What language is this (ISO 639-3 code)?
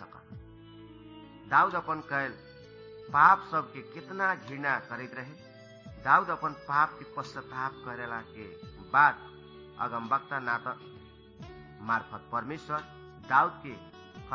bho